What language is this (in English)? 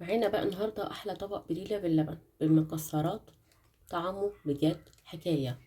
Egyptian Arabic